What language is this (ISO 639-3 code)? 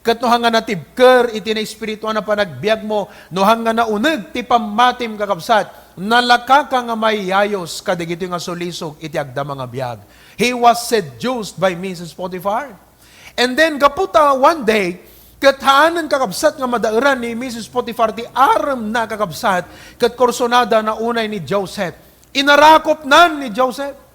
ilo